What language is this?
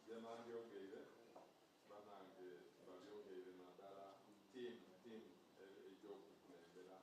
Soga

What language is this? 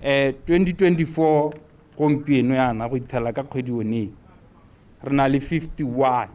Tswana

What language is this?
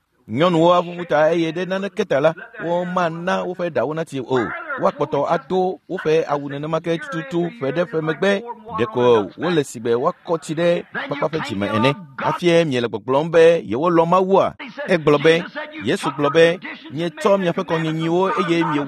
Ewe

